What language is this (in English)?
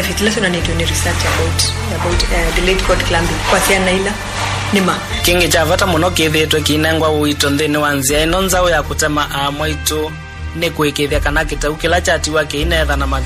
Kamba